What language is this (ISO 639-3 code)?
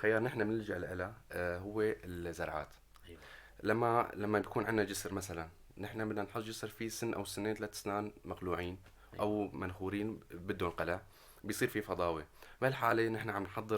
apc